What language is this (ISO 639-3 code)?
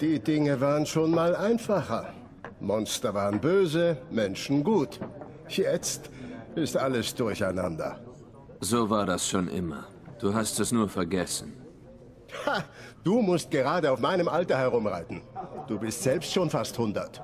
gsw